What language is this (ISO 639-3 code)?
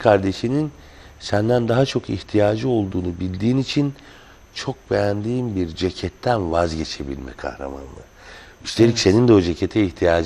tur